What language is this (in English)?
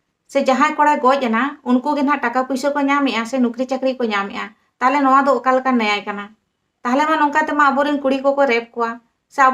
Santali